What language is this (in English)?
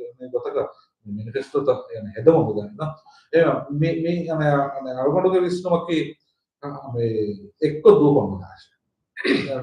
Divehi